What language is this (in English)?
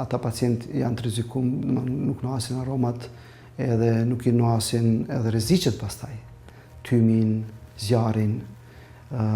Albanian